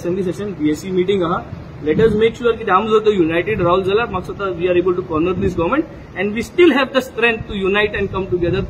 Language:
Konkani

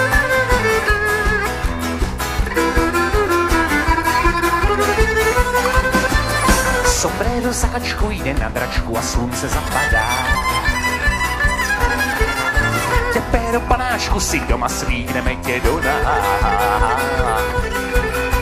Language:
Czech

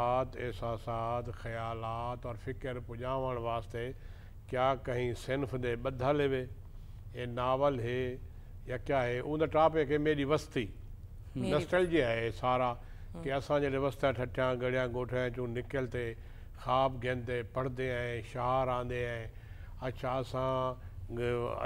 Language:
Saraiki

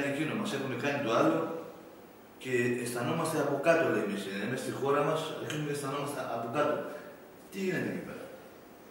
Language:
Greek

